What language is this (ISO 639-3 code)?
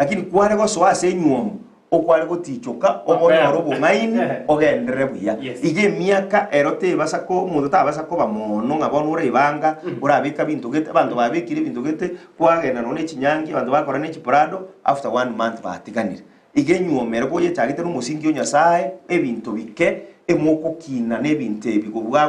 guz